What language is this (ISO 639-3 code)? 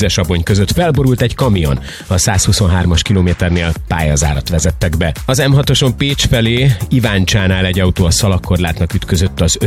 hun